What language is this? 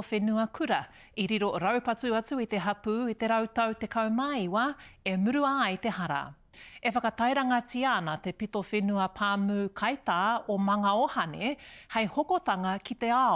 Māori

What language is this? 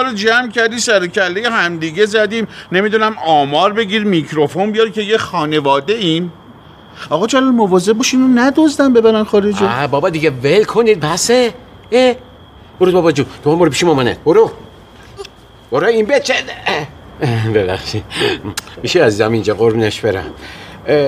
Persian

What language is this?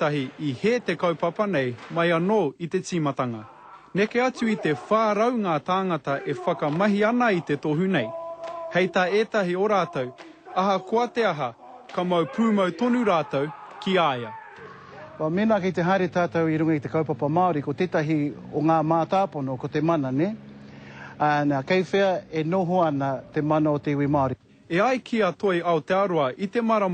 Māori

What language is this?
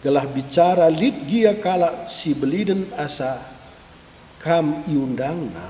Batak Karo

